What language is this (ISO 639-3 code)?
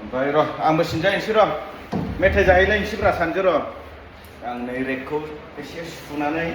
brx